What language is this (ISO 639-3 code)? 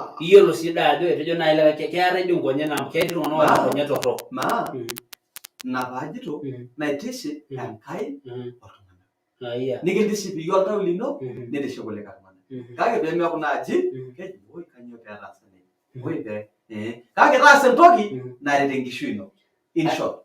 mas